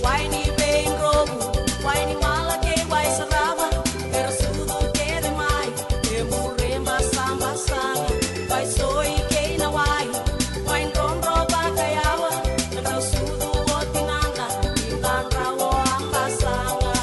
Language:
Fijian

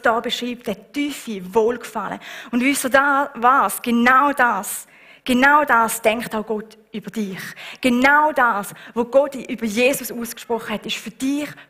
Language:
Swiss German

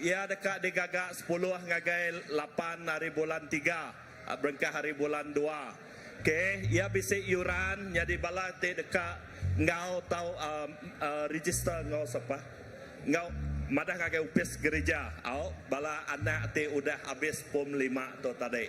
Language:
Iban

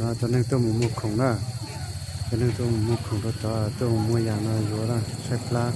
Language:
Hmong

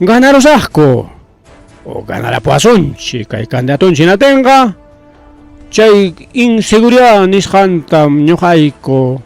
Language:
Ayacucho Quechua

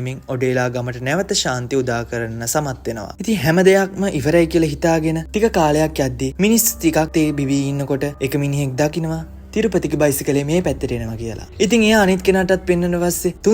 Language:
Sinhala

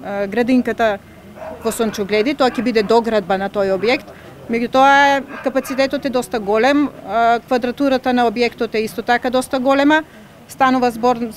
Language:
Macedonian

